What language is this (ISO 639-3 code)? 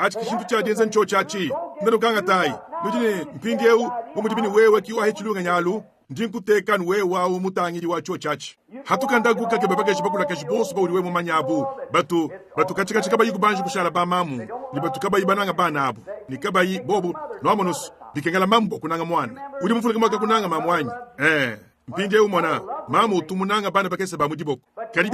lua